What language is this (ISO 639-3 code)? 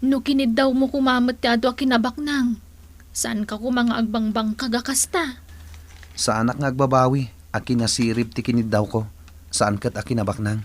ilo